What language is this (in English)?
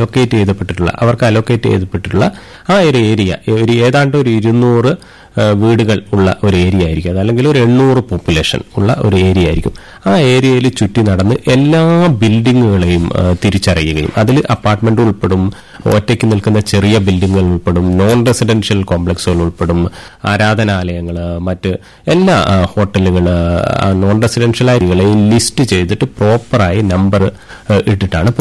Malayalam